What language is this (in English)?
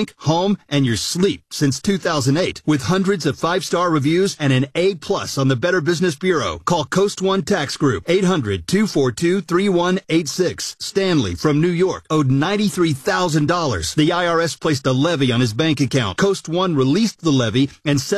English